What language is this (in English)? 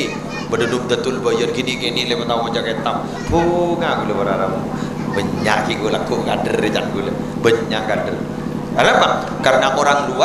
Madurese